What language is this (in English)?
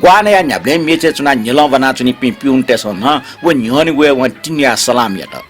Newari